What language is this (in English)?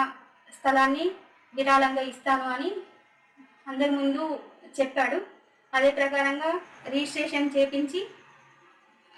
Telugu